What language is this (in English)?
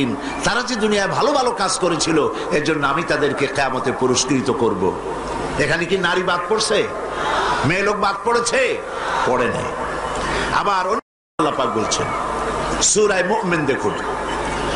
Bangla